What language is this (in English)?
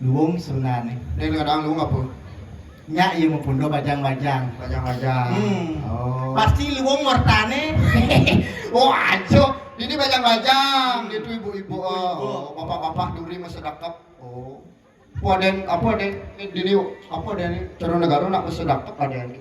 Balinese